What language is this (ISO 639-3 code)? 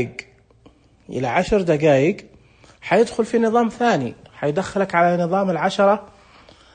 ars